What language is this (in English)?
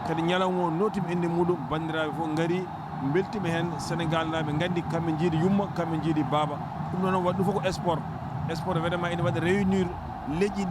Fula